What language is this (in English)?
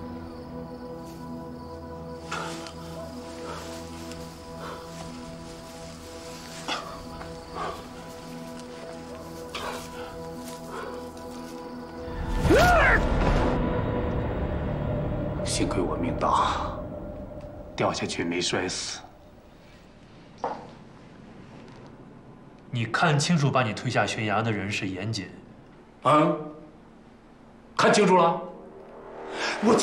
Chinese